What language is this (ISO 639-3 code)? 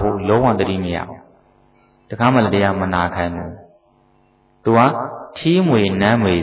mya